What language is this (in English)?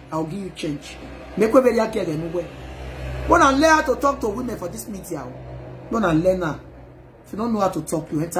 Nigerian Pidgin